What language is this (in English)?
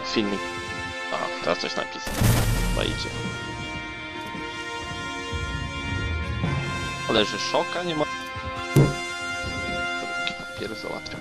Polish